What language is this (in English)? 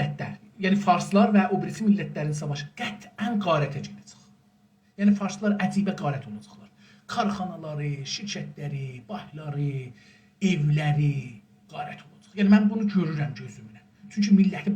South Azerbaijani